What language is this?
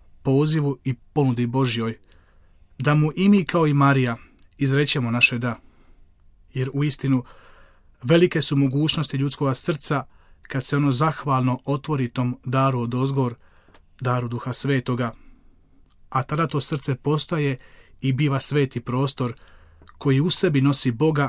Croatian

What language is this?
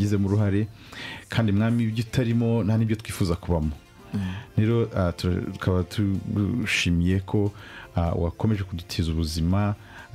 Kinyarwanda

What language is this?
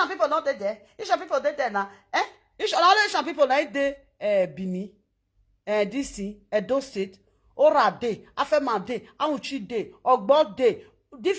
Nigerian Pidgin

